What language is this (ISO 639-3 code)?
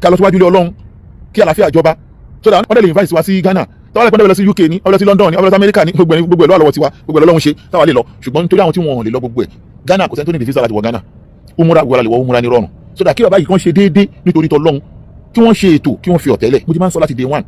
yor